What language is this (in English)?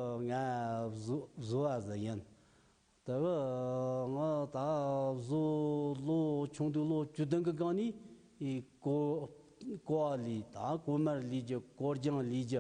Tibetan